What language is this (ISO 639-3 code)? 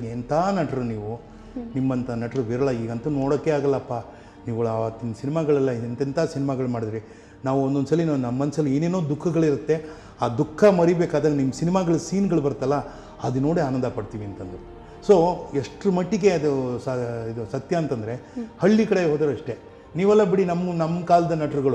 kan